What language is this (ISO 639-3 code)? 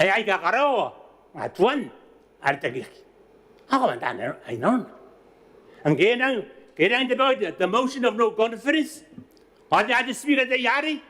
gil